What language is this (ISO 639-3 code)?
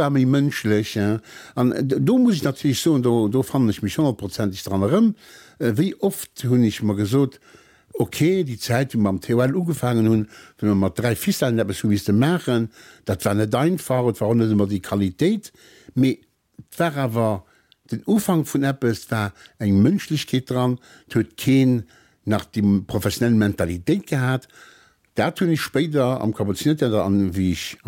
ltz